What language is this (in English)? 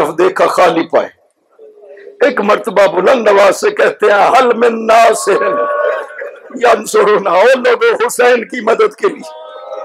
Urdu